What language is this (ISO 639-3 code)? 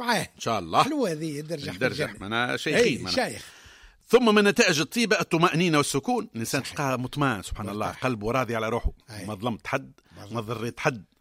aeb